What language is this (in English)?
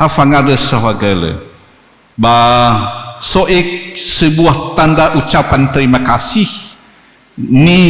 Nias